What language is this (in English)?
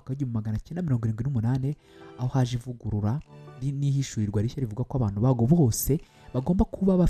Kinyarwanda